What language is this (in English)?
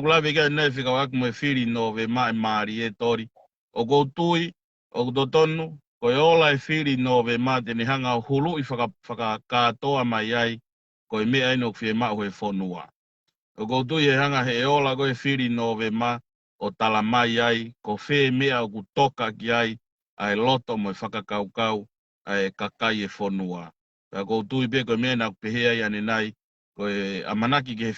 Tongan